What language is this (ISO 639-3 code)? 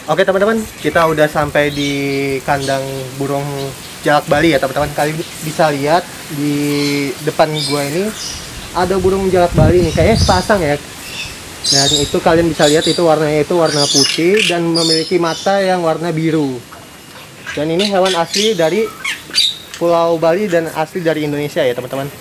ind